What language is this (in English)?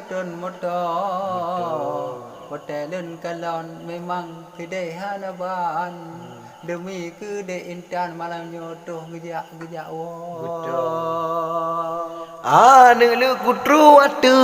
Achinese